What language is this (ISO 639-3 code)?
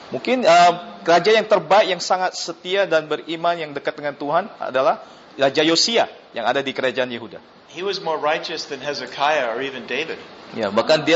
ind